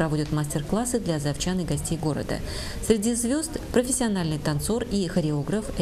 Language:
Russian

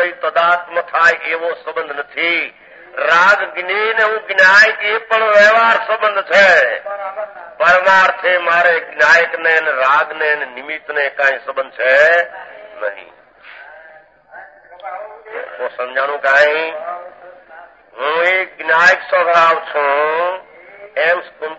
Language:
Gujarati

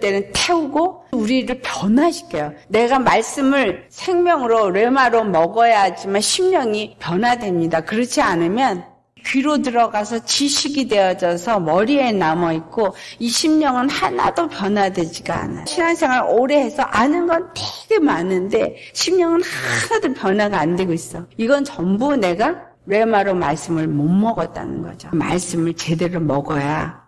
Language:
Korean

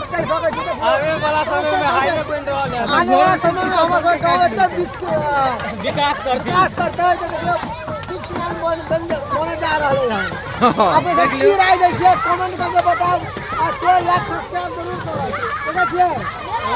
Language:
Maithili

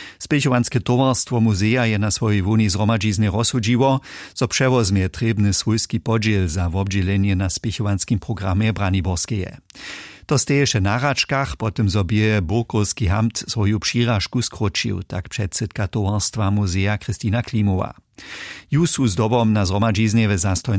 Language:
Upper Sorbian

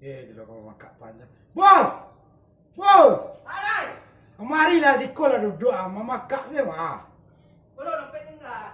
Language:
Minangkabau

